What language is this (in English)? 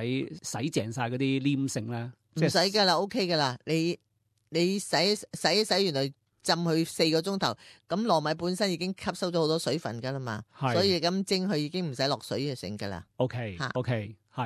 Cantonese